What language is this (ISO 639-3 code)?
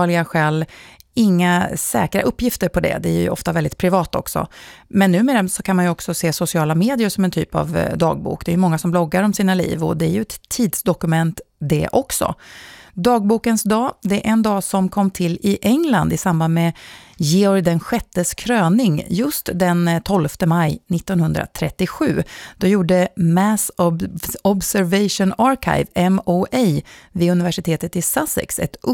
swe